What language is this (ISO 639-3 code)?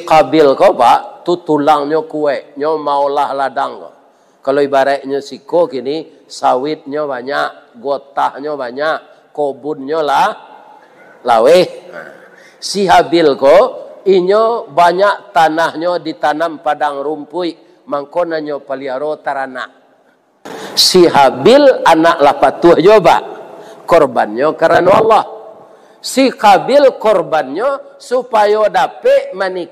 min